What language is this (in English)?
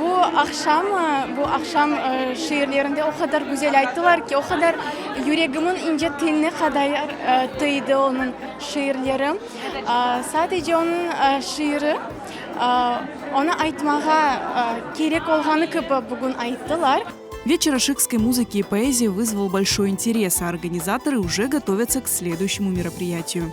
Crimean Tatar